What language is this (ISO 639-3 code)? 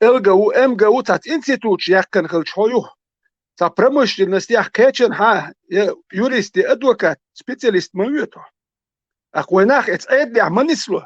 che